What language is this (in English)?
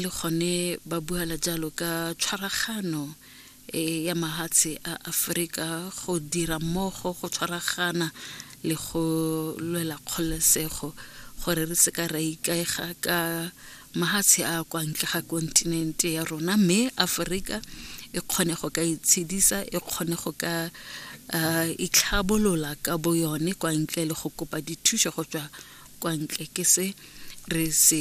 Tswana